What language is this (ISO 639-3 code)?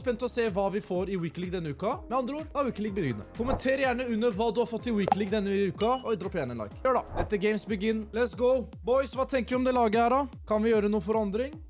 nor